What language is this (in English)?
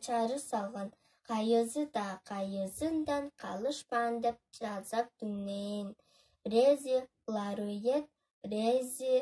Tuvinian